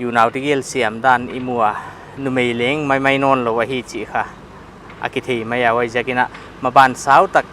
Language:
Paite Chin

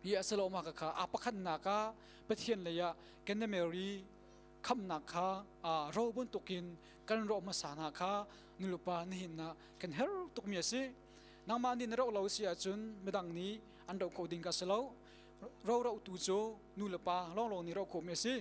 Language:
Hakha Chin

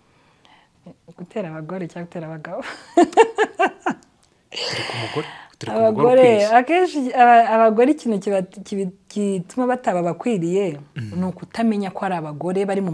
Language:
Kinyarwanda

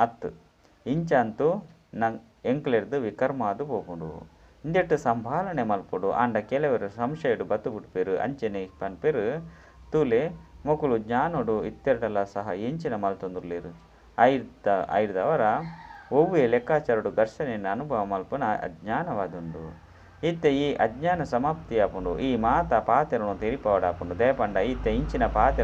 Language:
Tulu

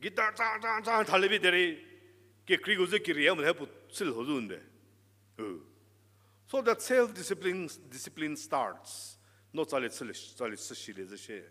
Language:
Angami Naga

